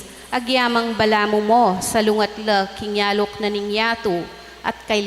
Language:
Pampanga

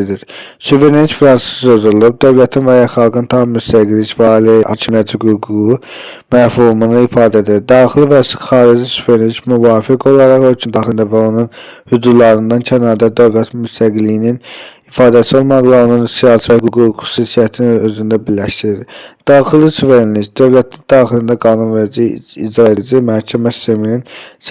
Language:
Azerbaijani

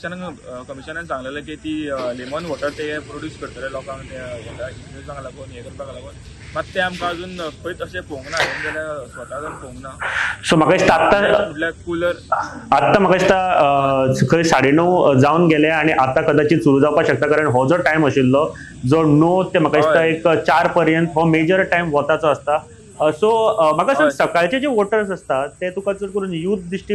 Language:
Konkani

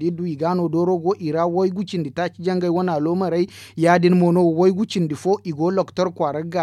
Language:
Zarma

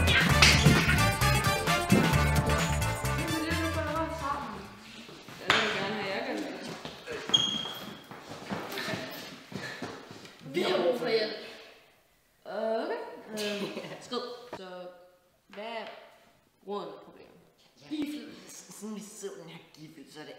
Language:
Danish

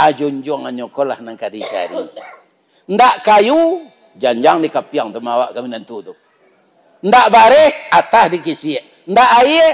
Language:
Minangkabau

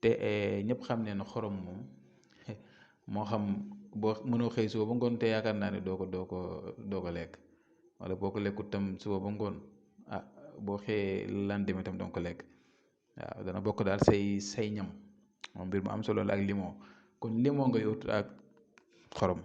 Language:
Wolof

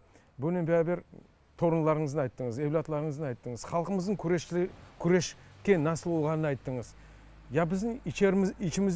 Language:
Crimean Tatar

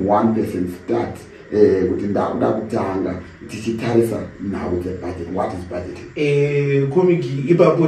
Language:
Shona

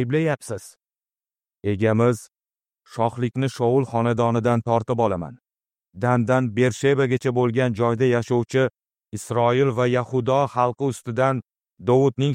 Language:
Uzbek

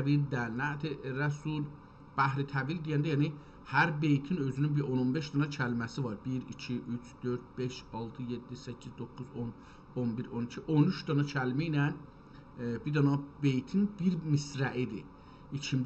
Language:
South Azerbaijani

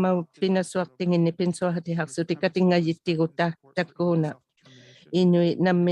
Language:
Inuktitut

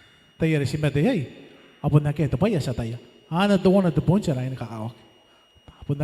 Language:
Gilbertese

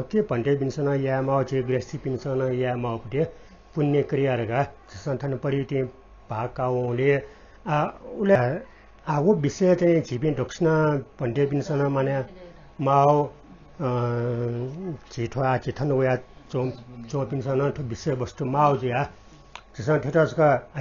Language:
Newari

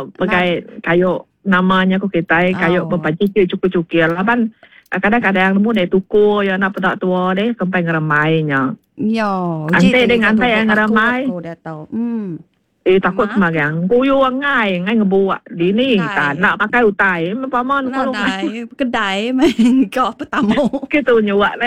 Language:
Iban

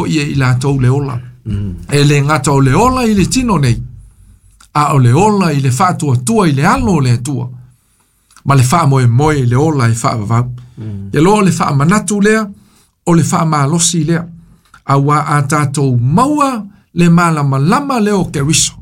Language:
Samoan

